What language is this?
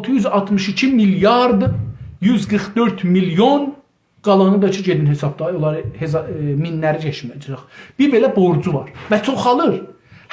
South Azerbaijani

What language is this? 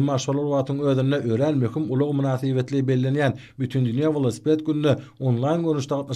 Turkmen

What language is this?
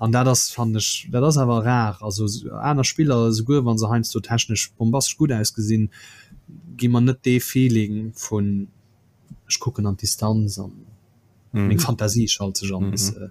Luxembourgish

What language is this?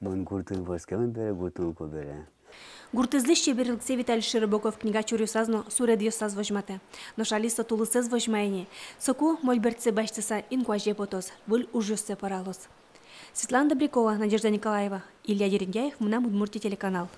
Udmurt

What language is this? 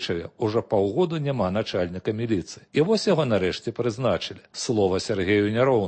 Belarusian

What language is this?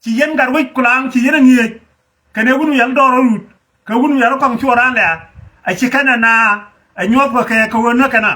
Nuer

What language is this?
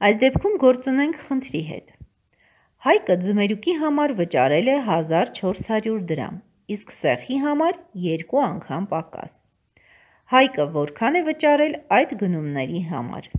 Armenian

